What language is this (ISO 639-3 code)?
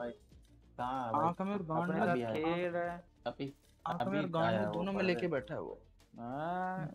hin